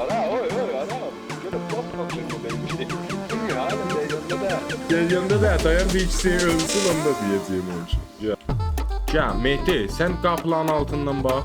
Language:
South Azerbaijani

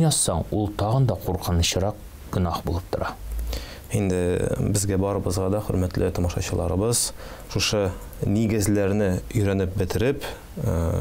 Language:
Tatar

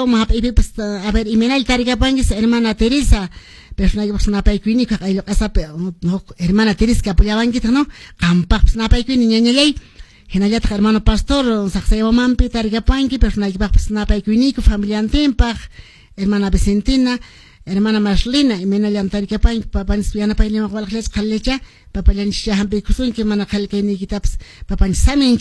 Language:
Quechua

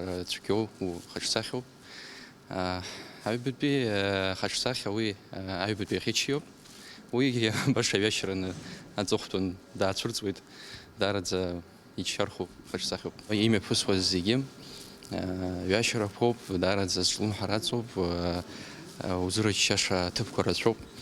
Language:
Abkhazian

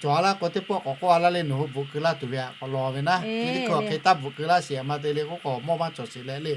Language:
Lahu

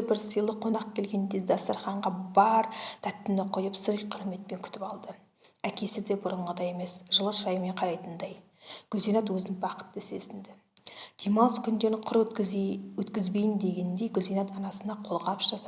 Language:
Kazakh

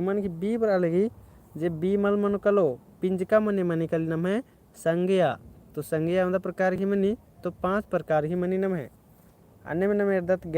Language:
Kurukh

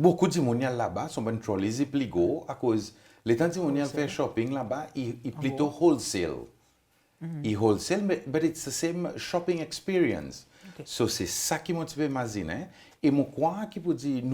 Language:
Seselwa Creole French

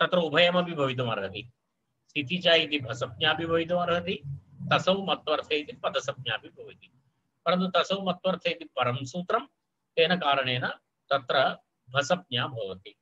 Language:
Sanskrit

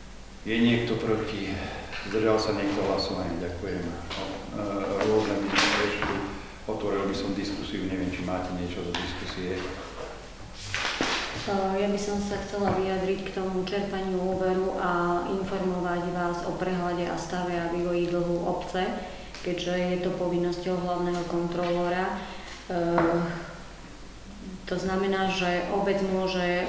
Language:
Slovak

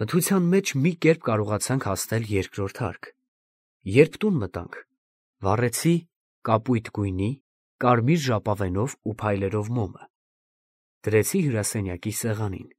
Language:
Armenian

